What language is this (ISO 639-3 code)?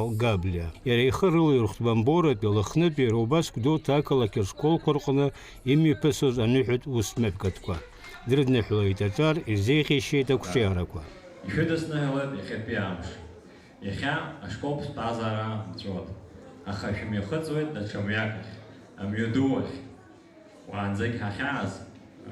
abk